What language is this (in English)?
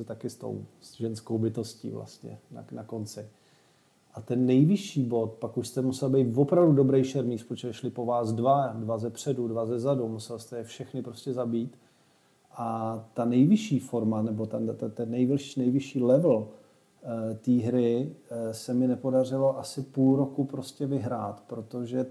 Czech